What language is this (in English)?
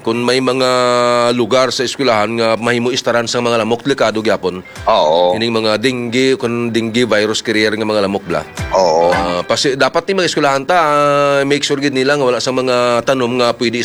Hiligaynon